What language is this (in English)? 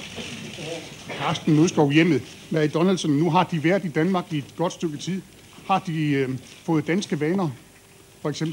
Danish